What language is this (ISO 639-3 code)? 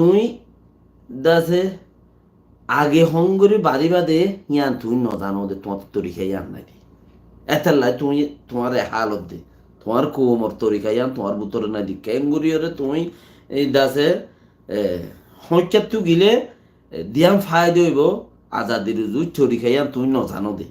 rhg